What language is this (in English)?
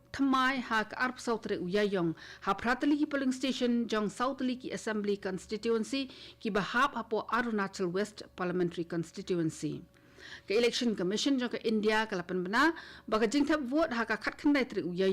Khasi